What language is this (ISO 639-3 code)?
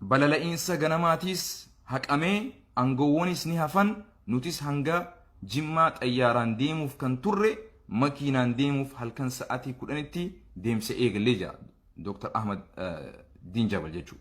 orm